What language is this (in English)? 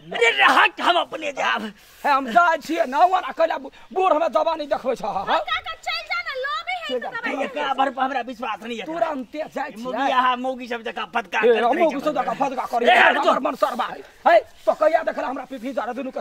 Maithili